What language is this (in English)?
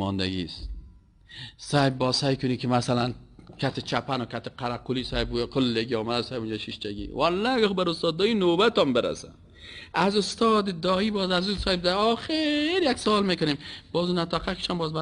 Persian